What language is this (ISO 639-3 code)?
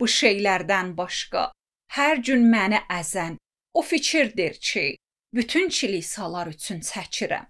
aze